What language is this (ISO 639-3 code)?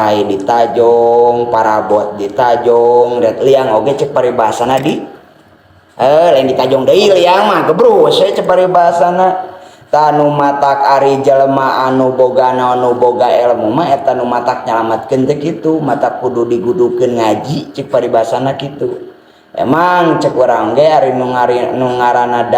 sun